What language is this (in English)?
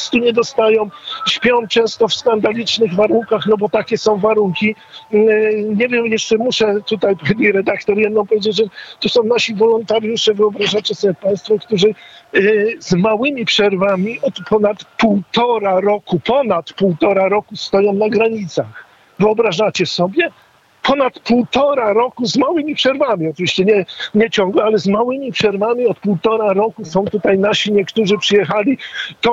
Polish